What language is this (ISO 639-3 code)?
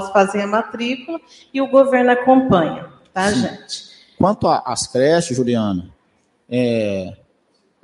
por